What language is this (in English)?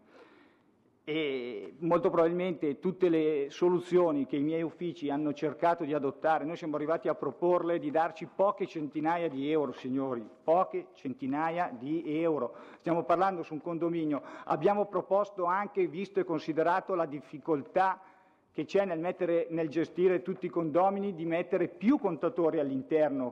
Italian